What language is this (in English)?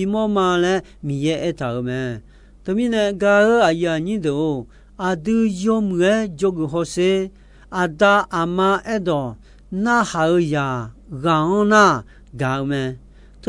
Akha